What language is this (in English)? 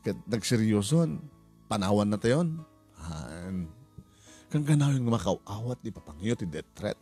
Iloko